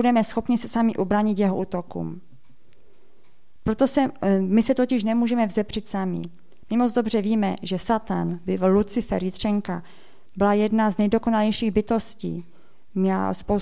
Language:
Czech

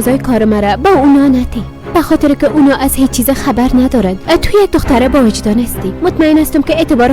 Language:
Persian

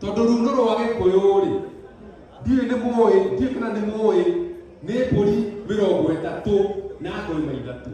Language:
Kikuyu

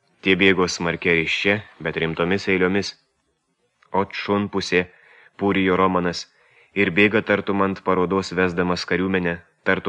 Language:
Lithuanian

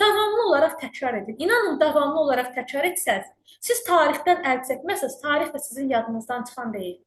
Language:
Azerbaijani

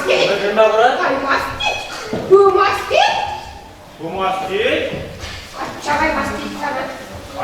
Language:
Chuvash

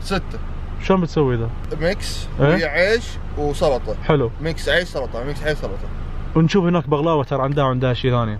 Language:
Najdi Arabic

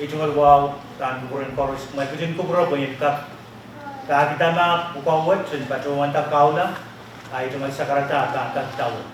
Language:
Pohnpeian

